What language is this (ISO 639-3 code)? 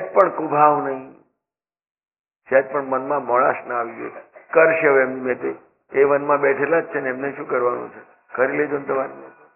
guj